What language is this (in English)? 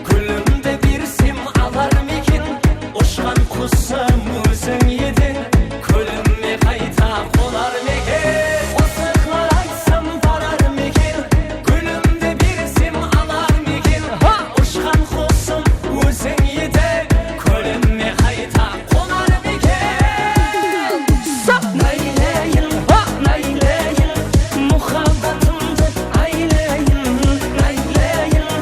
Kara-Kalpak